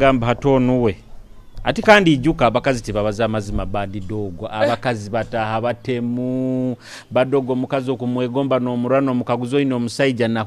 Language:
Nyoro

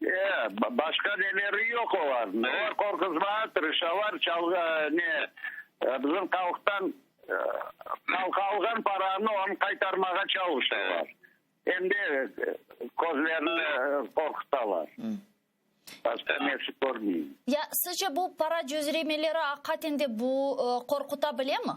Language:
Crimean Tatar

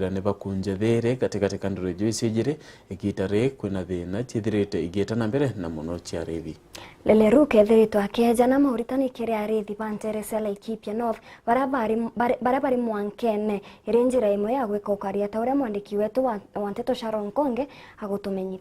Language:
Meru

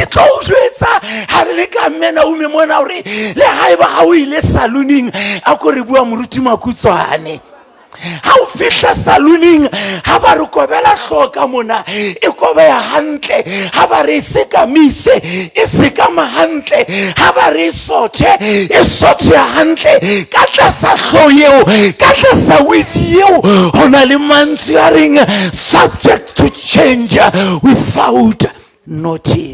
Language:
Southern Sotho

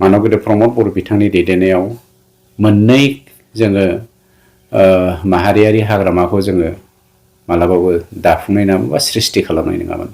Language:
Bodo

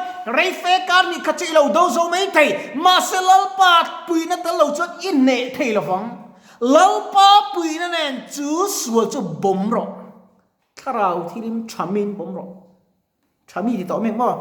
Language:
Mizo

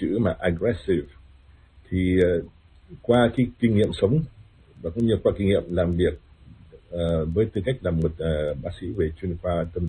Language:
Vietnamese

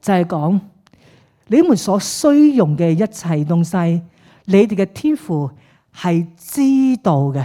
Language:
Cantonese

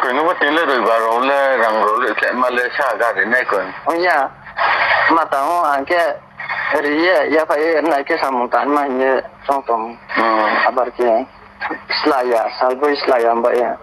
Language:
Riang (India)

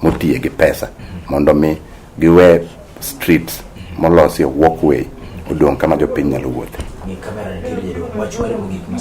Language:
Luo (Kenya and Tanzania)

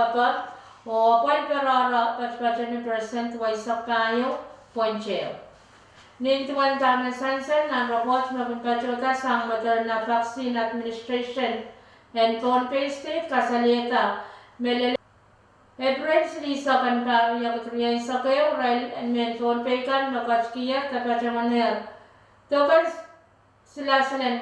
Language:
Pohnpeian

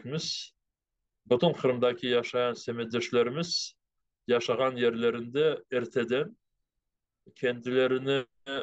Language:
Crimean Tatar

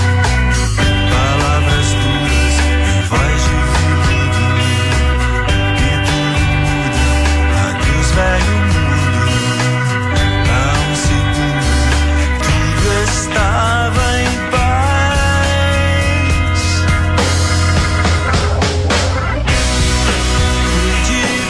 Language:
Portuguese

